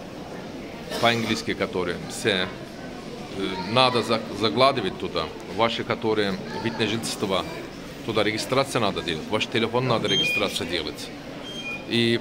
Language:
Russian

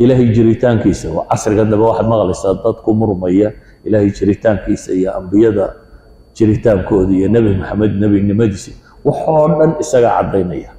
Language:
Somali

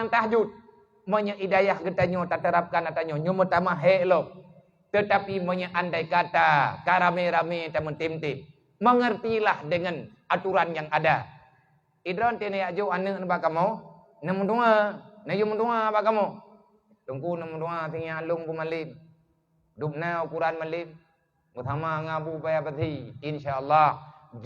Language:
Achinese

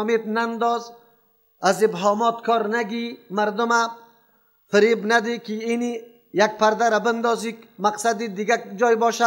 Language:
Persian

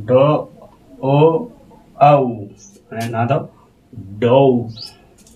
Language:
Santali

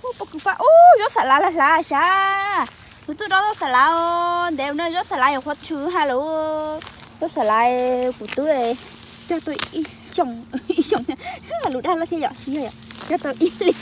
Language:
Hmong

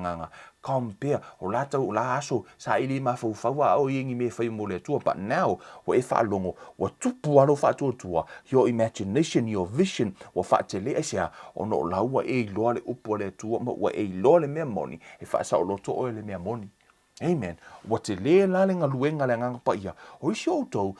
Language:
Samoan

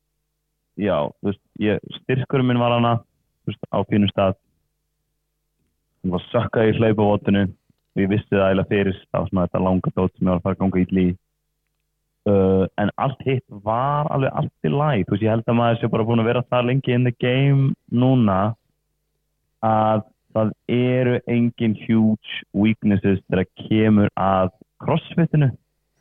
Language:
Icelandic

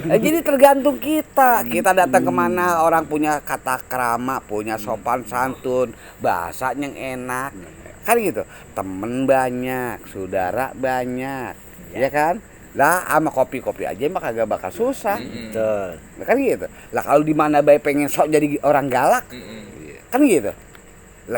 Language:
Betawi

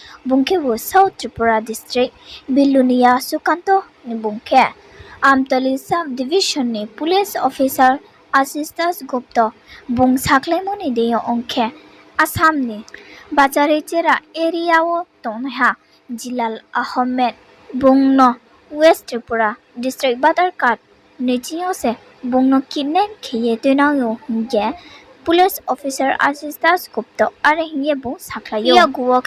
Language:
Riang (India)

